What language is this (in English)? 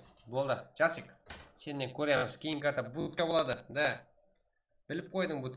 Kara-Kalpak